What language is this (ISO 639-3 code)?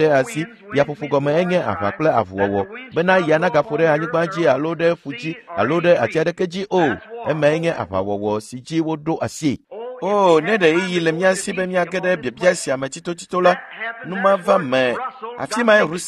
ewe